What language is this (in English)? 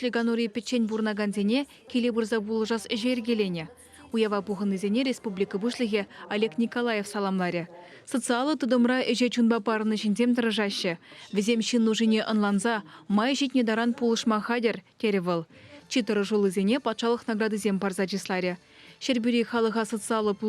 Chuvash